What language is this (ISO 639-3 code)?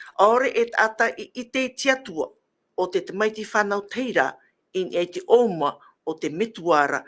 tah